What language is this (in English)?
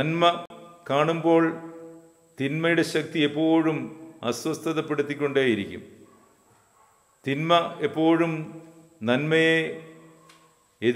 Malayalam